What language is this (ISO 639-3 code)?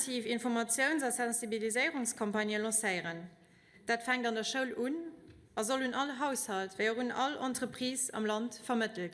ltz